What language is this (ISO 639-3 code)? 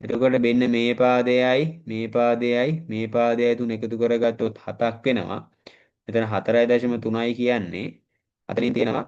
sin